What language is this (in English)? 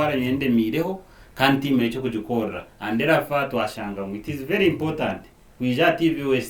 Nyankole